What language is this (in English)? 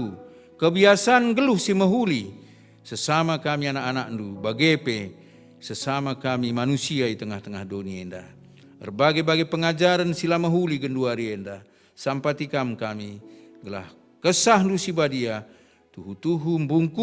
Batak Karo